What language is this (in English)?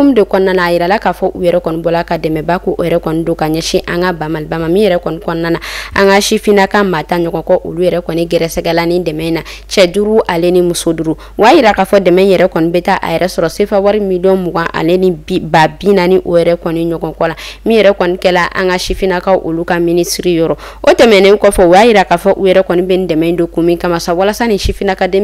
Bambara